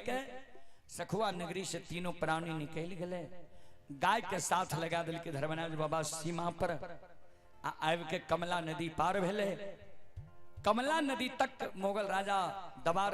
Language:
Maithili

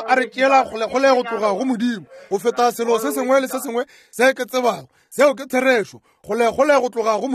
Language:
Northern Sotho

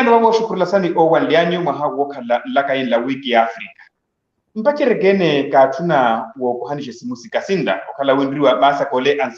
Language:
Makhuwa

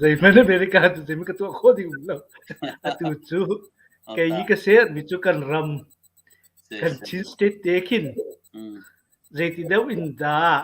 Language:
Hakha Chin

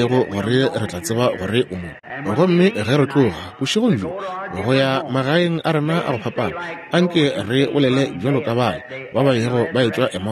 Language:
Northern Sotho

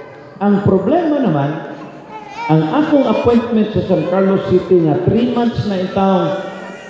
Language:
Cebuano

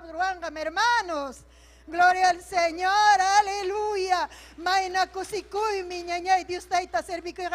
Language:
Ayacucho Quechua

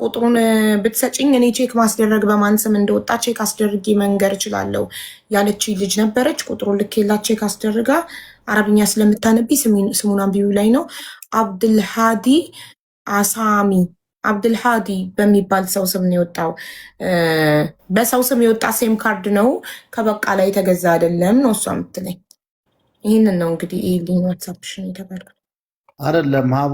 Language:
Amharic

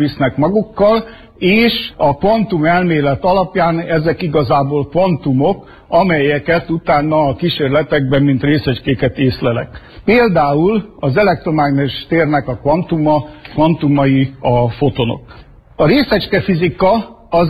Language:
Hungarian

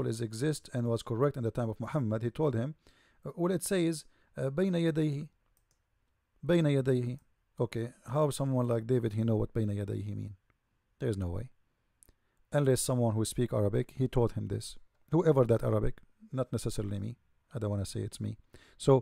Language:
English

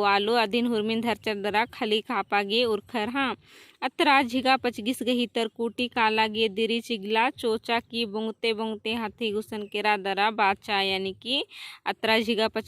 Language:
Kurukh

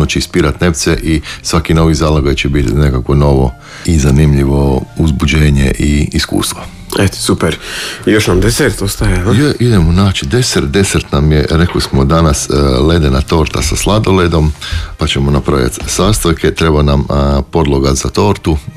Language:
Croatian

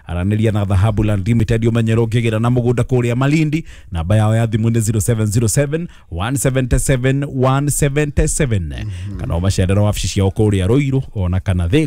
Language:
Kikuyu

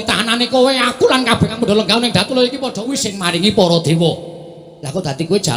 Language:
Javanese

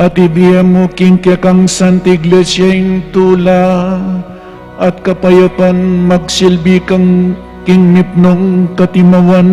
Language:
Pampanga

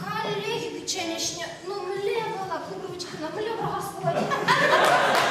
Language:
Chuvash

